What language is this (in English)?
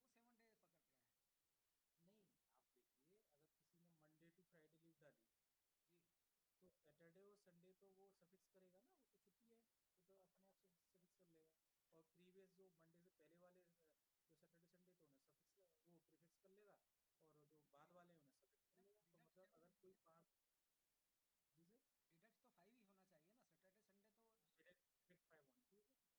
Hindi